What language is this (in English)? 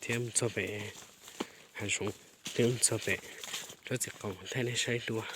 Hmong